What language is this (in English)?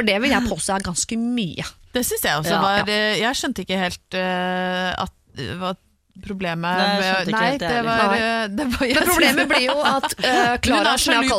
Norwegian